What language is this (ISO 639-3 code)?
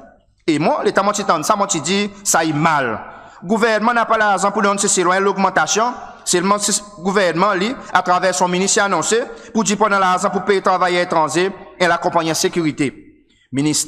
crs